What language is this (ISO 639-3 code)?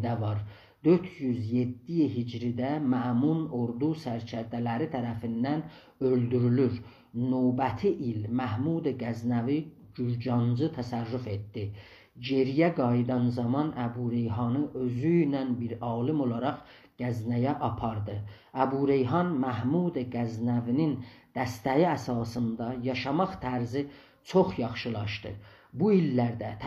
azb